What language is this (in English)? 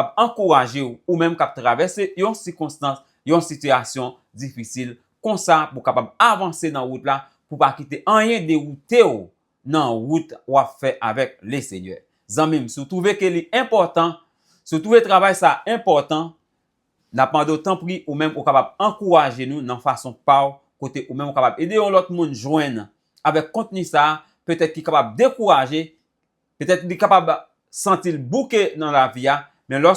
Haitian Creole